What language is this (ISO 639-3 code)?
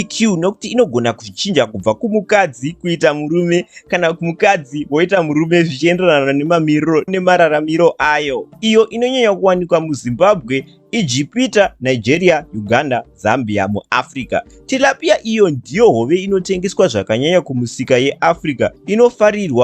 sna